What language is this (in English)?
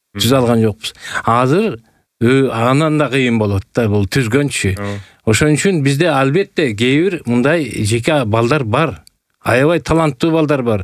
Kyrgyz